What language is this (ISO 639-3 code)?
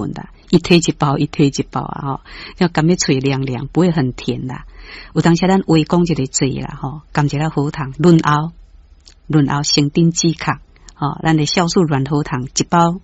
nan